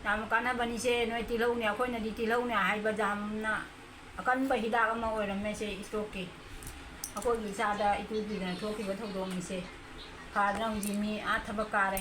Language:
Manipuri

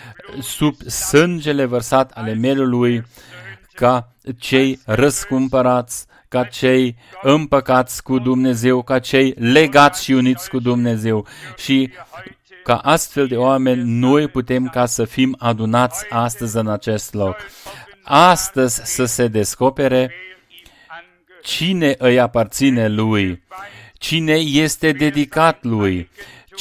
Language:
Romanian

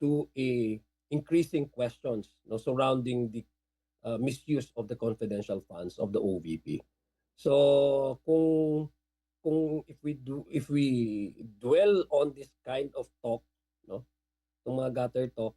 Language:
Waray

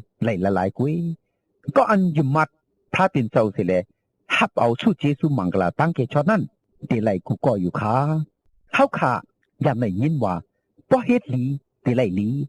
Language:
Shan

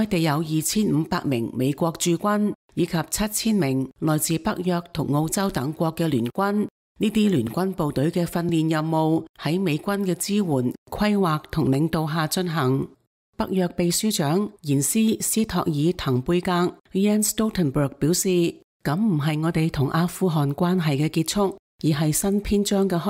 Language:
Cantonese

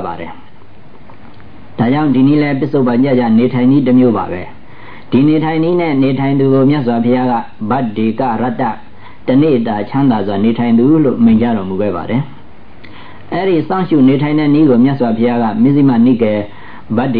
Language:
Burmese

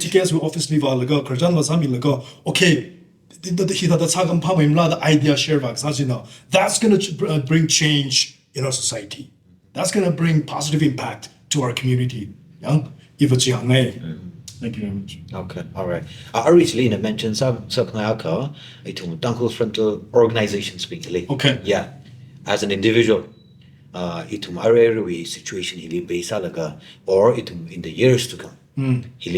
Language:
Tangkhul Naga (India)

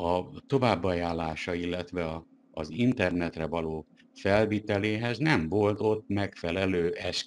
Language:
Hungarian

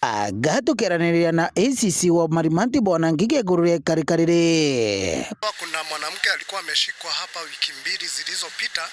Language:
Meru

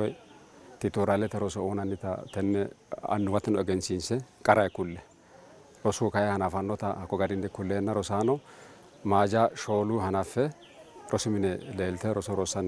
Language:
Sidamo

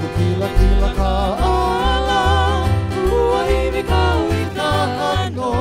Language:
Hawaiian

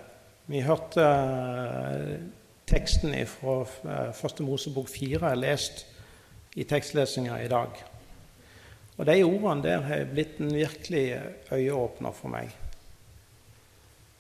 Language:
Norwegian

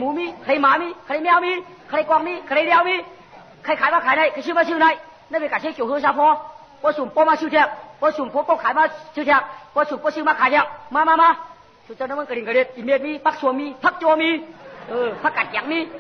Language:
Shan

